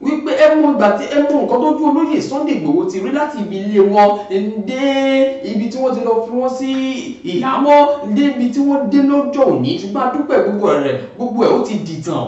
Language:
Yoruba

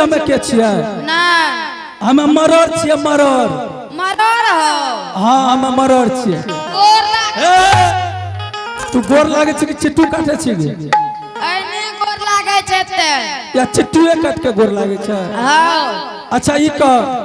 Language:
Angika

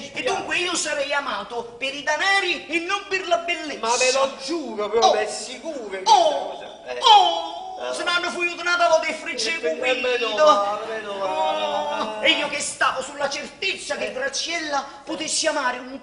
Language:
Neapolitan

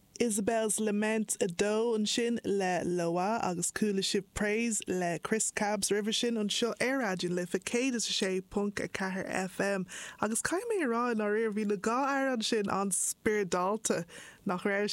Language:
Irish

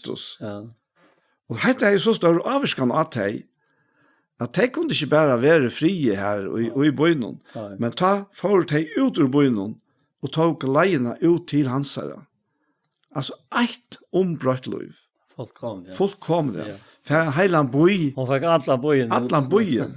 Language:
Faroese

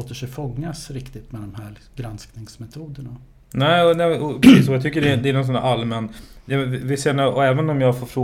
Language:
Swedish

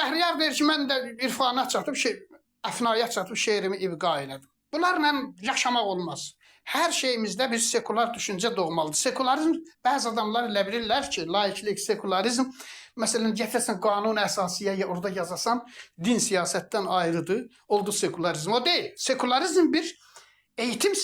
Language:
Azerbaijani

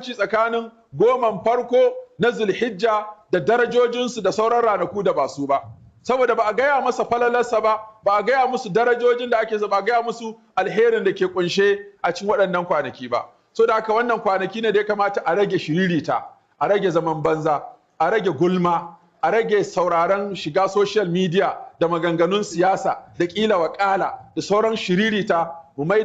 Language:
Hausa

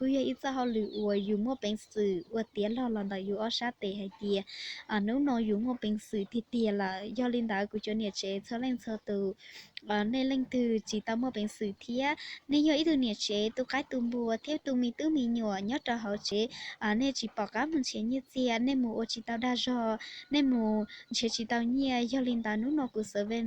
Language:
Hmong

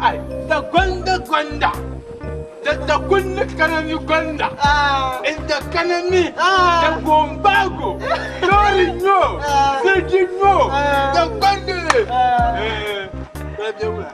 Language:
Dagbani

